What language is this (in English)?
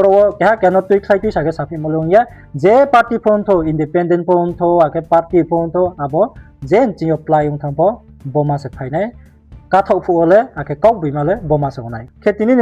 Riang (India)